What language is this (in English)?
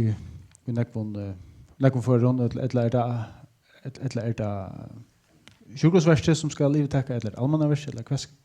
Faroese